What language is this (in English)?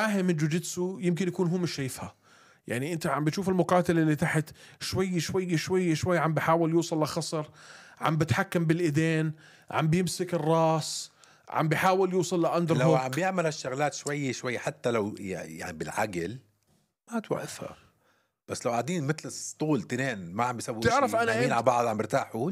North Levantine Arabic